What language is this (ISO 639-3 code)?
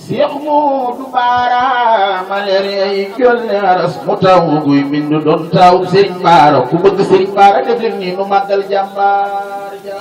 wol